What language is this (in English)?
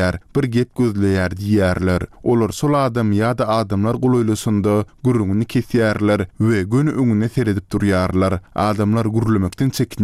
Turkmen